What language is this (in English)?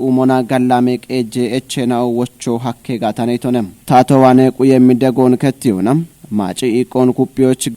Kafa